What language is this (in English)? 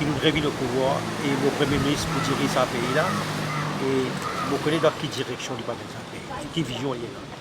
Morisyen